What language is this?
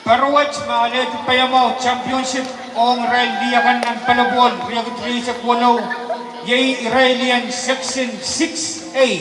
Pohnpeian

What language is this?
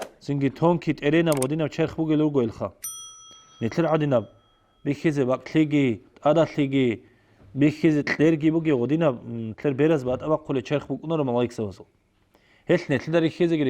Avaric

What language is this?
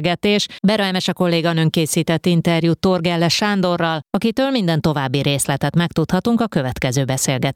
Hungarian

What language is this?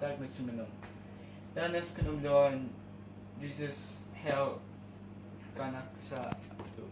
Hakha Chin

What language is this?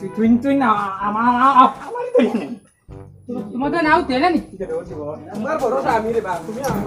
Sylheti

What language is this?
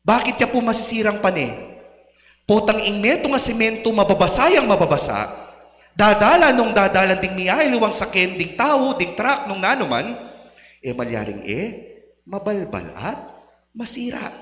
Pampanga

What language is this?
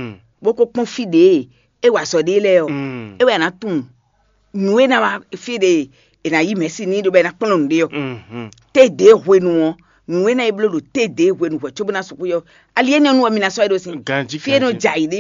Fon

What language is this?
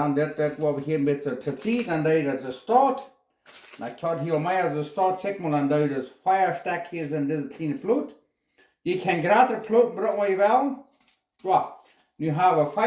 Plautdietsch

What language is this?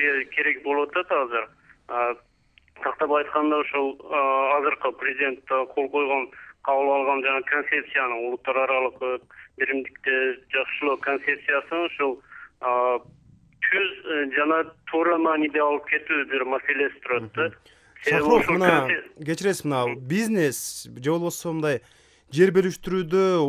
Kyrgyz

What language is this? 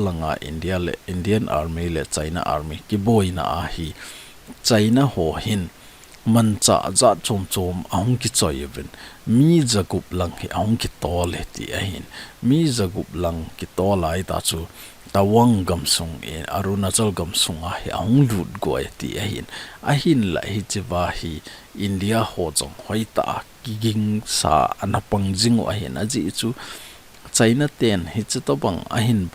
Thado Chin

